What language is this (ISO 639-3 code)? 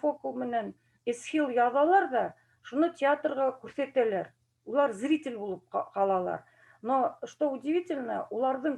bak